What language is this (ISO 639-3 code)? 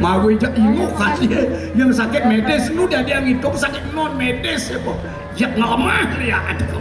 ban